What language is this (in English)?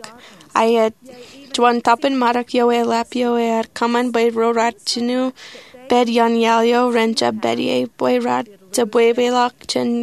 Marshallese